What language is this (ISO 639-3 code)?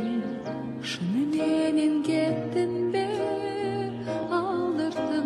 kaz